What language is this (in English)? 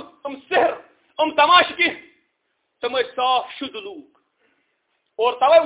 Kashmiri